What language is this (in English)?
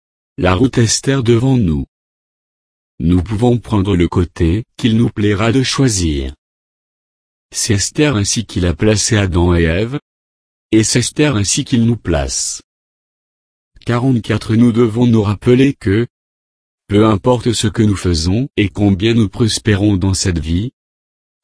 French